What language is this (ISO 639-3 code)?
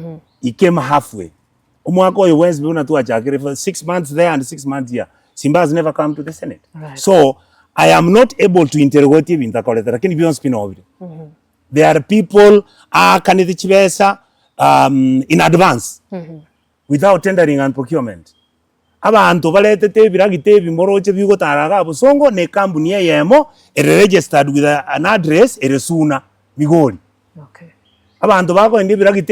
guz